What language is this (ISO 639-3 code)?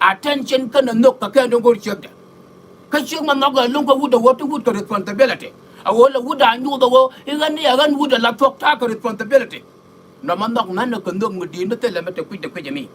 nus